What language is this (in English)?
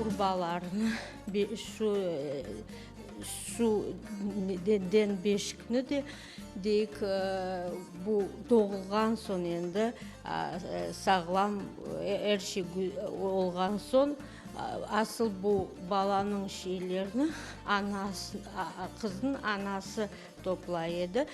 Crimean Tatar